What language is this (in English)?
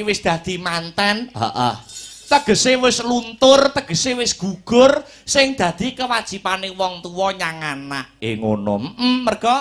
Javanese